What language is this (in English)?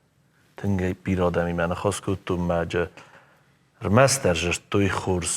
Ossetic